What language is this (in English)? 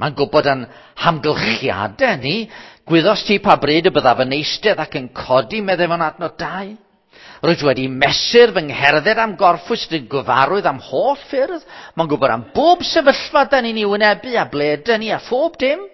Welsh